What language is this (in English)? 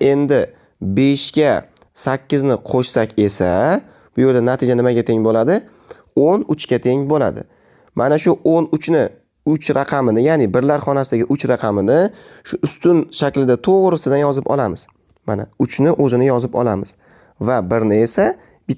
Uzbek